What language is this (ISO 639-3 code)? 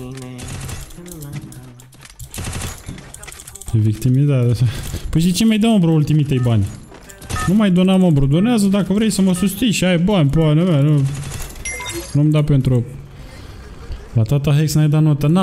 ron